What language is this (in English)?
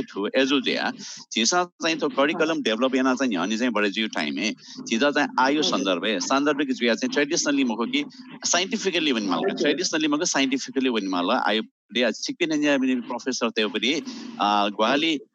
Newari